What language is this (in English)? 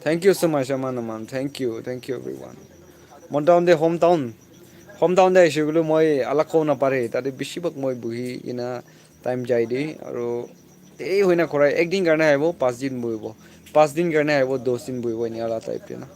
Naga Pidgin